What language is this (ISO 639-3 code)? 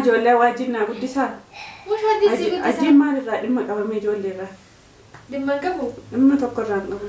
orm